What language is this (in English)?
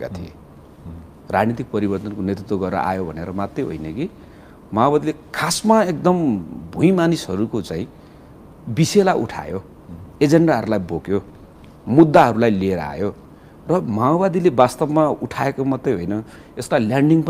Nepali